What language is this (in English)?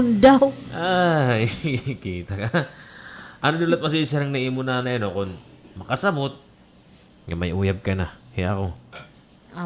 Waray